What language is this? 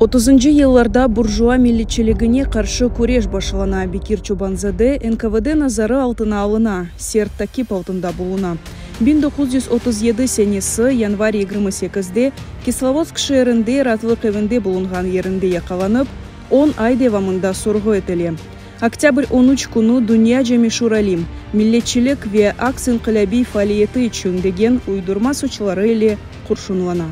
Crimean Tatar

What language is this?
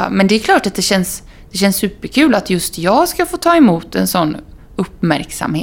Swedish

